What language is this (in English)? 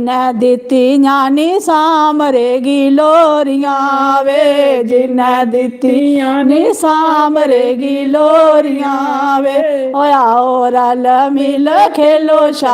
Dogri